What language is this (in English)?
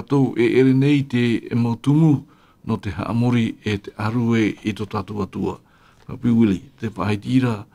Tahitian